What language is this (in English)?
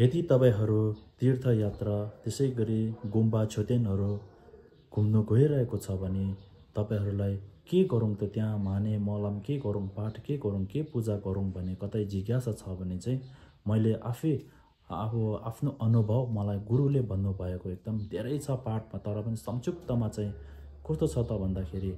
Nepali